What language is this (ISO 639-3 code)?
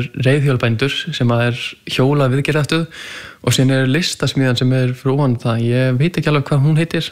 isl